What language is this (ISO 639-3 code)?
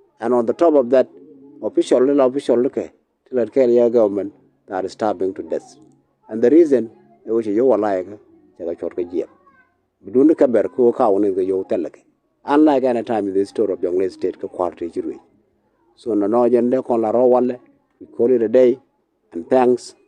nus